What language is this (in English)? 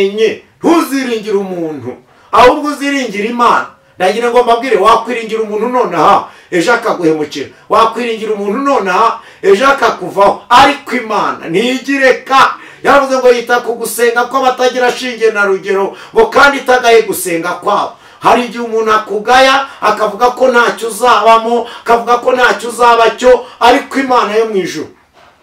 Kinyarwanda